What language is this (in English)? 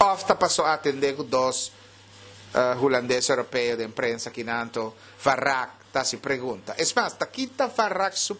Papiamento